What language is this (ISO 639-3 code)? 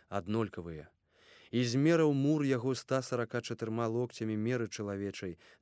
bel